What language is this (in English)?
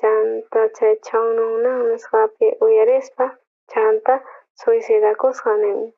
South Bolivian Quechua